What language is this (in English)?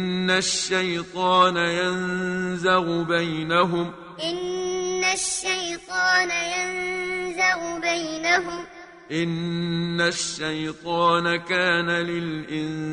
Arabic